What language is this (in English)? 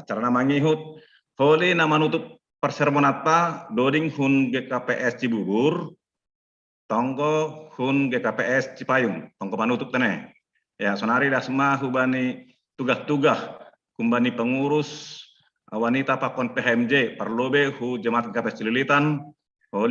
Batak Simalungun